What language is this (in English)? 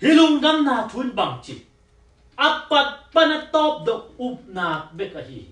Tedim Chin